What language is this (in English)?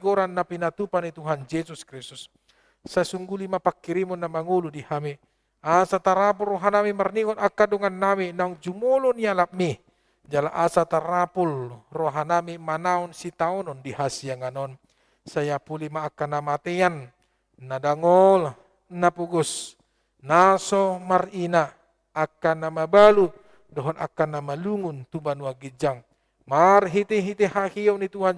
Batak Toba